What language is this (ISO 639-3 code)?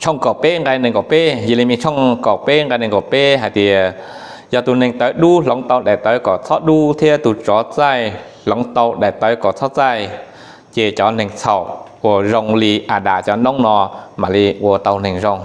hmn